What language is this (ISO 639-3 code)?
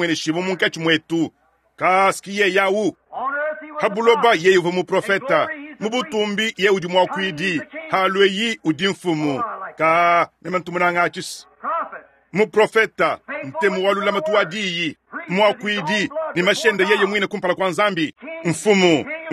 lua